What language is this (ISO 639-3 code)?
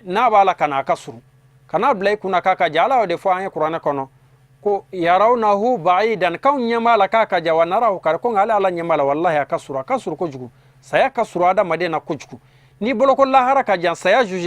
bam